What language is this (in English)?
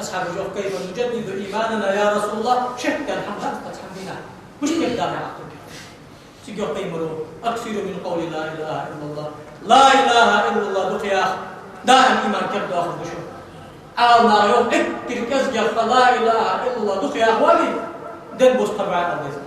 Ingush